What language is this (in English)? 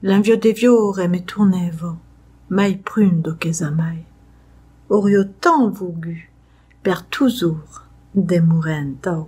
Occitan